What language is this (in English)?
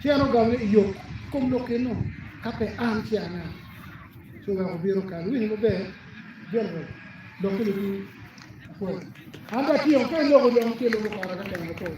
Acoli